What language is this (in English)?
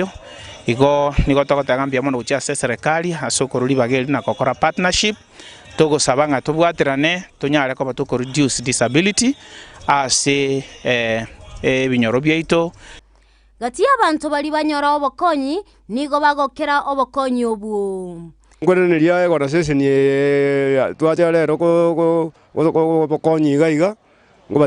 Gusii